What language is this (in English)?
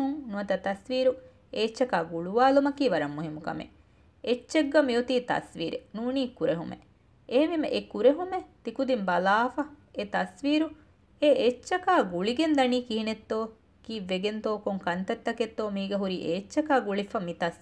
Divehi